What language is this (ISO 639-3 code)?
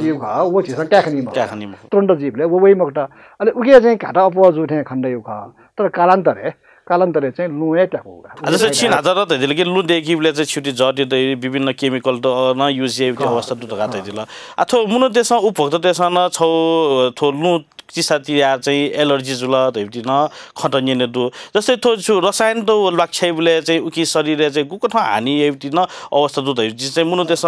new